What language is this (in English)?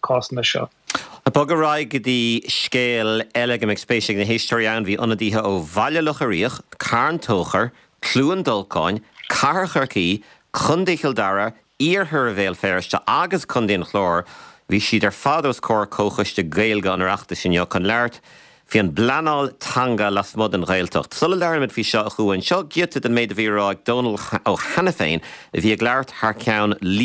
Irish